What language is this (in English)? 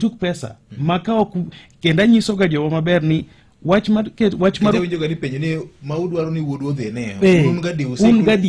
Luo (Kenya and Tanzania)